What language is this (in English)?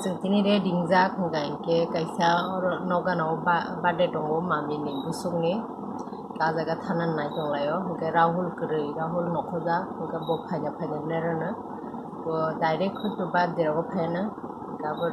Kok Borok